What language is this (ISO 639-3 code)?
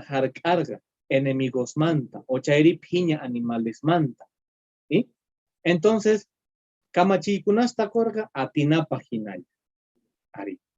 que